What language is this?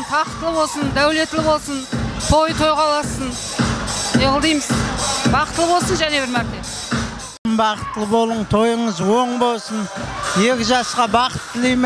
Kara-Kalpak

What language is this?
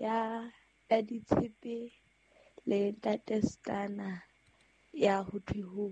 Southern Sotho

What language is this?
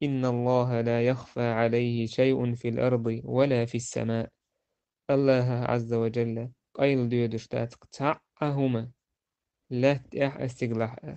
Chechen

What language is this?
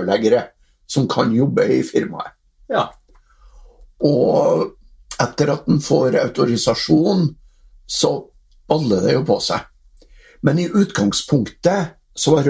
Norwegian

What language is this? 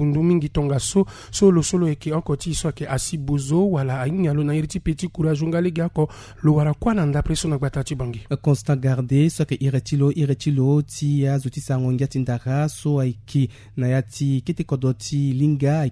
Sango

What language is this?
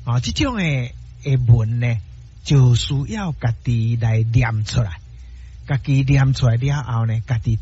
Min Nan Chinese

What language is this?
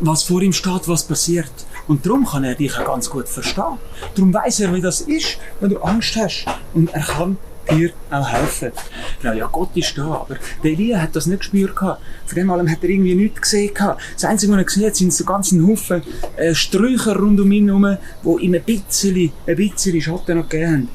Swiss German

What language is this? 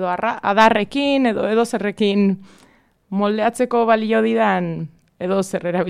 Basque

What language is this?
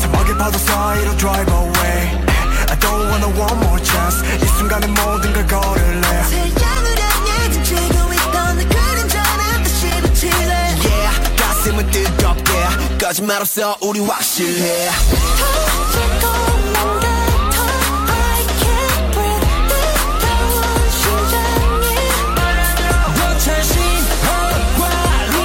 Korean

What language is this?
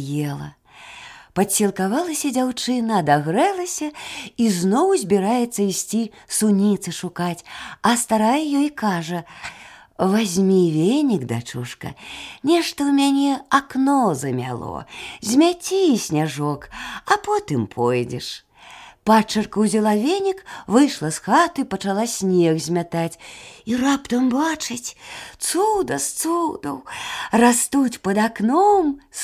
Belarusian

